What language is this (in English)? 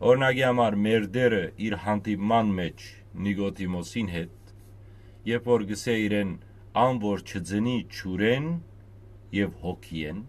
Western Armenian